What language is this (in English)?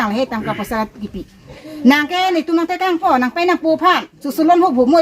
Karbi